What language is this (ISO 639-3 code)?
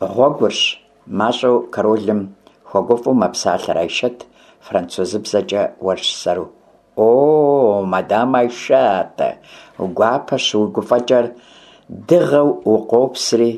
kbd